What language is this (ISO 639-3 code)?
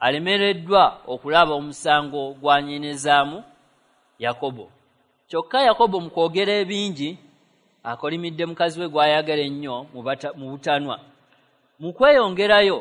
lug